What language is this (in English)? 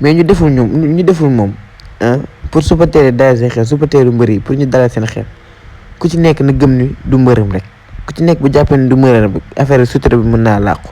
Wolof